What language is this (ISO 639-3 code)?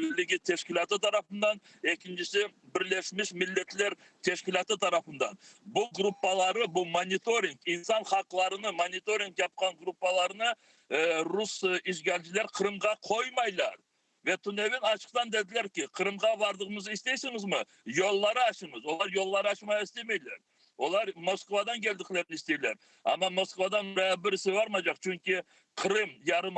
crh